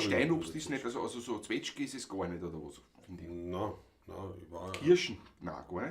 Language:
Bavarian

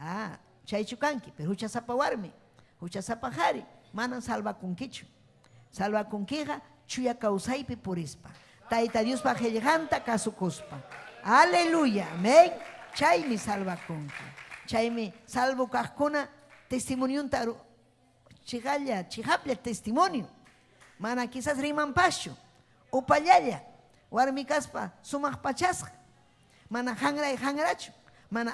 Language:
Ayacucho Quechua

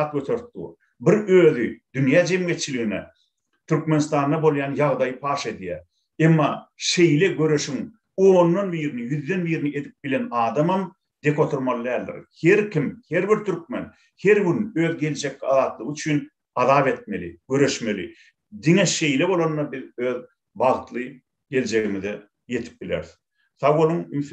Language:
Turkmen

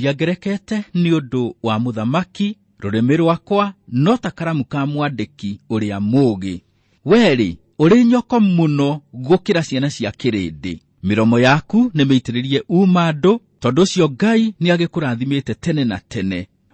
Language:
Kikuyu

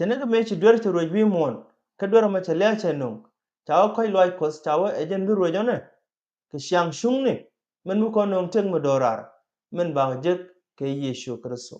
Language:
Nuer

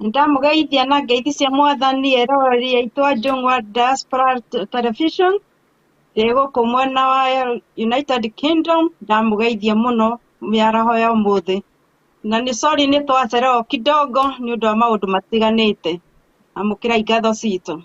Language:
Kikuyu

